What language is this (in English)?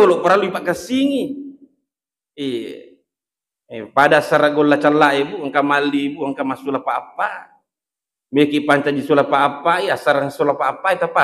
Buginese